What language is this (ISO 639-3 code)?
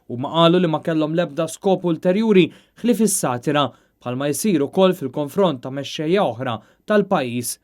mlt